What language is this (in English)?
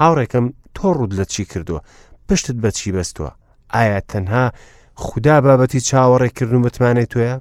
Central Kurdish